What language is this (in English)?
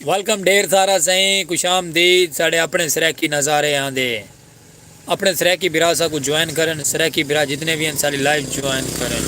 Saraiki